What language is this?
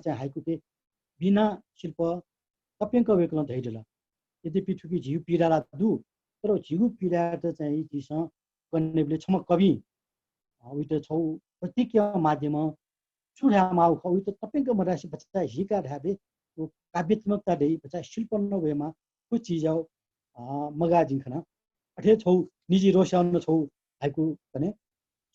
Newari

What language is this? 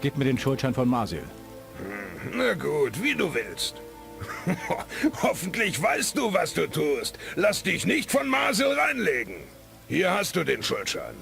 Bavarian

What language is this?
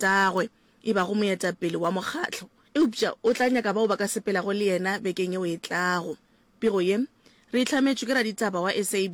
Northern Sotho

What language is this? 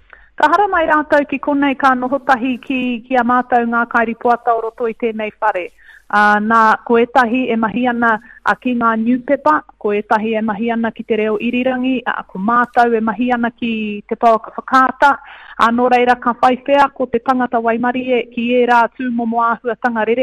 Māori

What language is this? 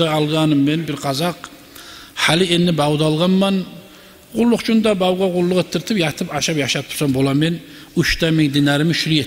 Kumyk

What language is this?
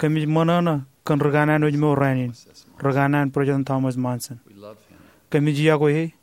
Marshallese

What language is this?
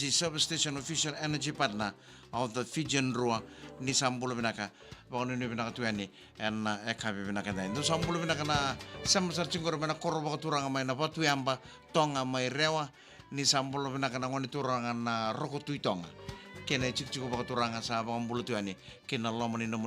Fijian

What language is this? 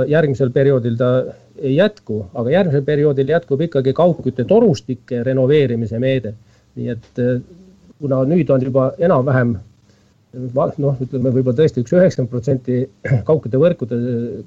Estonian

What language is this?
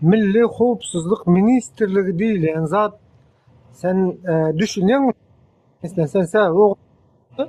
Turkmen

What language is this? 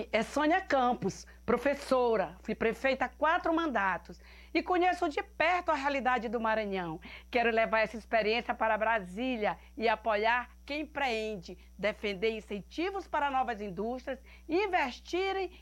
Portuguese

